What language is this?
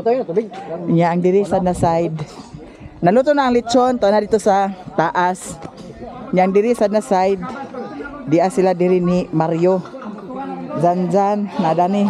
Cebuano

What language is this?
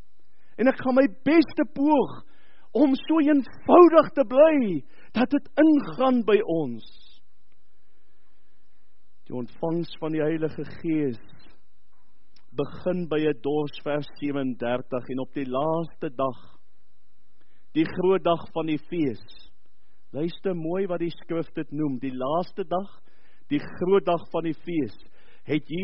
Afrikaans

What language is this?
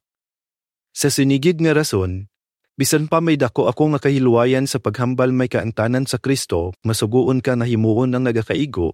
Hiligaynon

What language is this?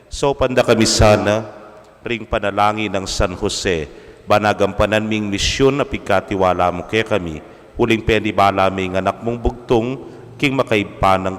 Pampanga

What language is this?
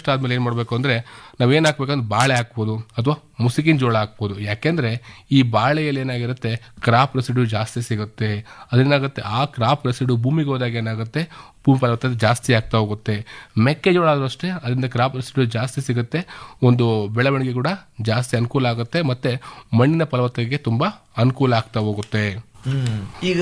Kannada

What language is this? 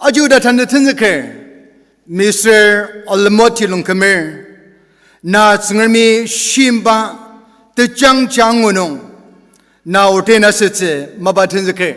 Ao Naga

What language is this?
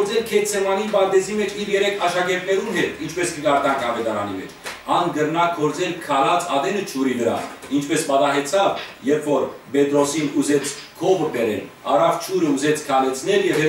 Western Armenian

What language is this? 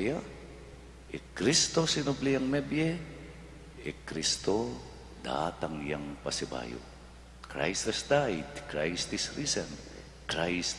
Pampanga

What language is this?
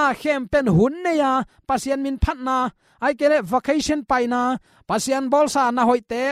Tedim Chin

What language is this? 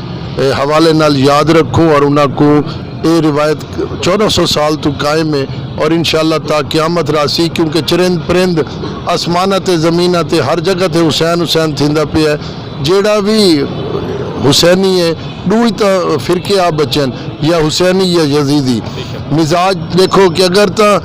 Saraiki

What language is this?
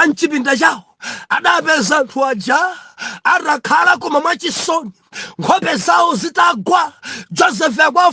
Nyanja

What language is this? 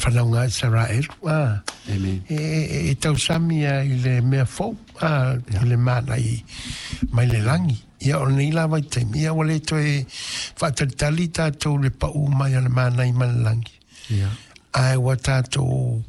Samoan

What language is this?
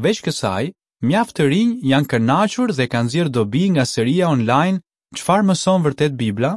Albanian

